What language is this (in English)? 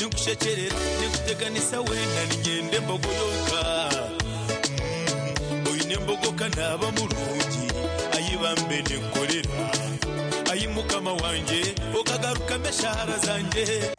Nyankole